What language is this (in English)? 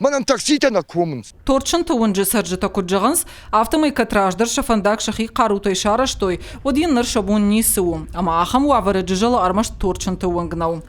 Ossetic